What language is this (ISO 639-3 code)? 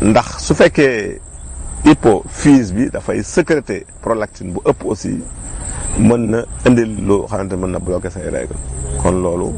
wol